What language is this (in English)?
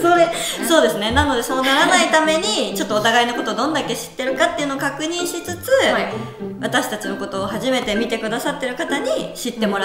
Japanese